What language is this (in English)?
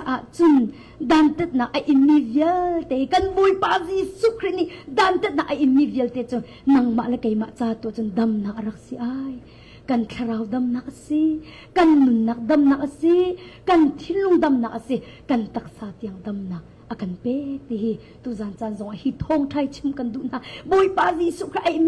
Hakha Chin